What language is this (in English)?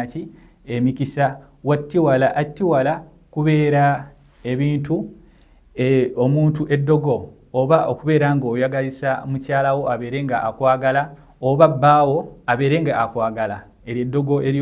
Ganda